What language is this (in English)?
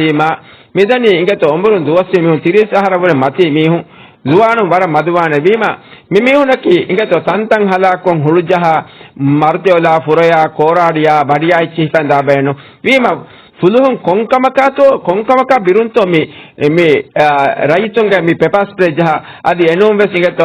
Divehi